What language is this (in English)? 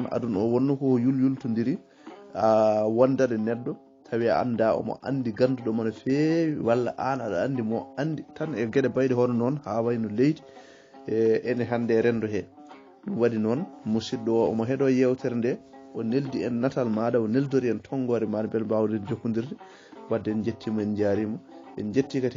Fula